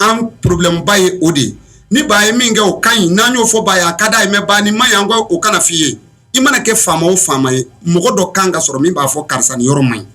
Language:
Bambara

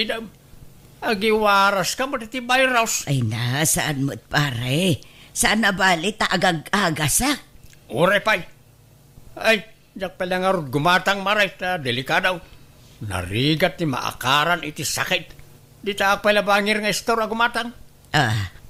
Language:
Iloko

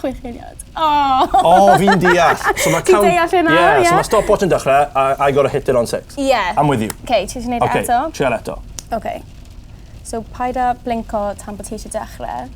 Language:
Welsh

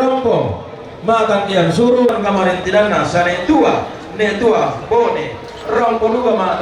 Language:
Toraja-Sa'dan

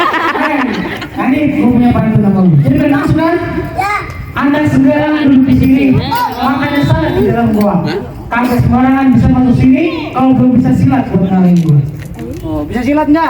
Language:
Betawi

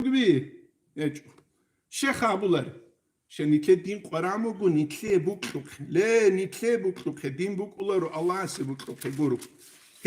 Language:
Avaric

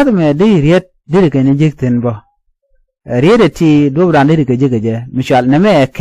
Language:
Nuer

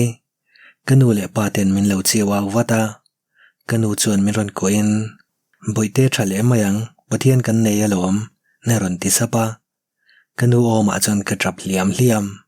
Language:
Mizo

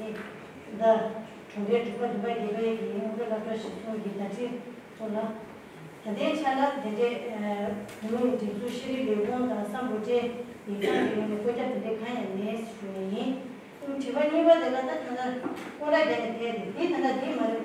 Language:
Tibetan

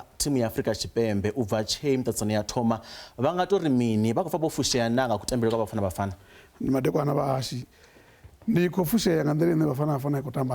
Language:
Venda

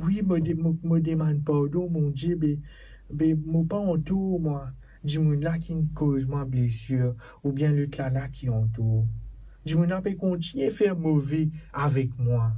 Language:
Morisyen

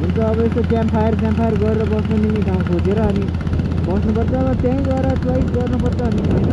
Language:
Nepali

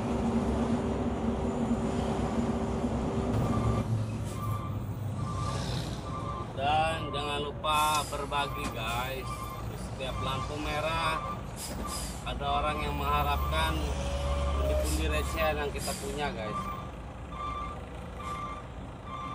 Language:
Indonesian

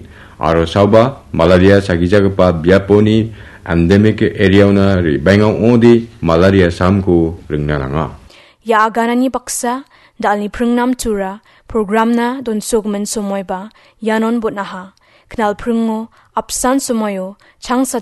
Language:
Garo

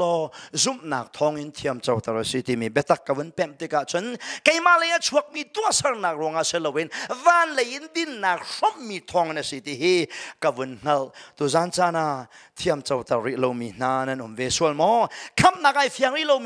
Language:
Hakha Chin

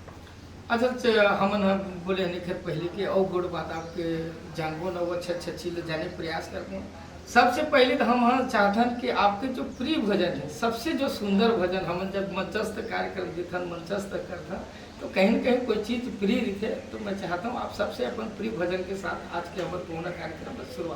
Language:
Chhattisgarhi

